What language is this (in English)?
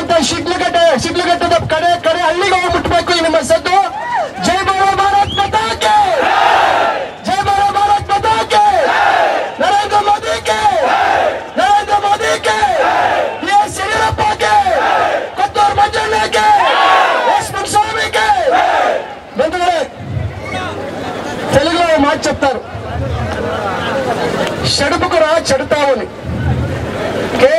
Kannada